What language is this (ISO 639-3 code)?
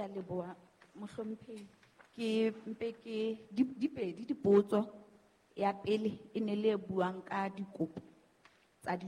sot